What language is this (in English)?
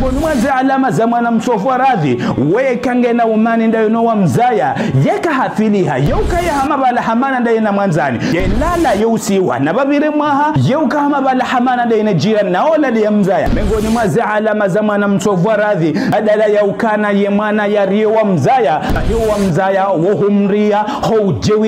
Ngazidja Comorian